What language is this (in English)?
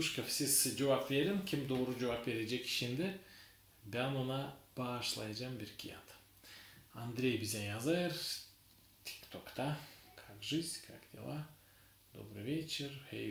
Gagauz